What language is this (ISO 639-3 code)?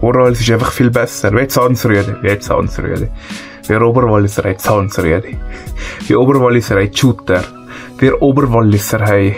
gsw